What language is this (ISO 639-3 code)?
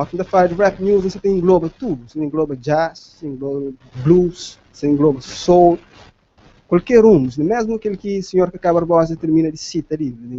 kea